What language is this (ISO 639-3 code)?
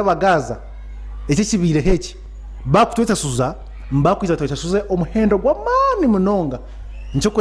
nyn